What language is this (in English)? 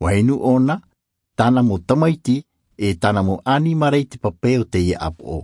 Tahitian